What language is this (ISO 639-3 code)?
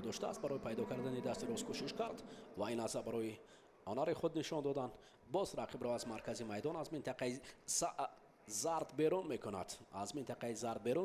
tgk